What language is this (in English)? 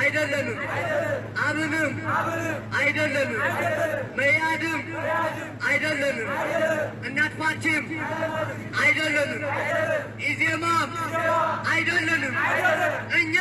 Amharic